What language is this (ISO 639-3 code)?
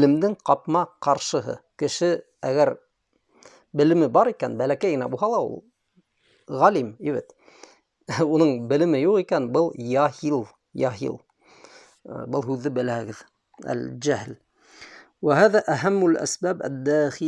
bak